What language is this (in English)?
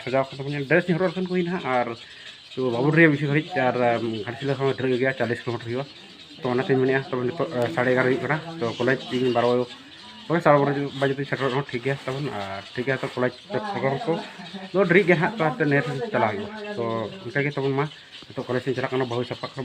Santali